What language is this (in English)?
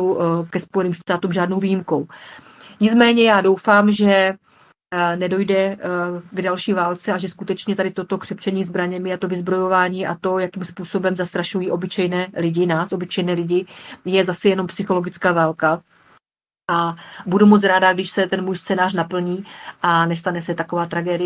Czech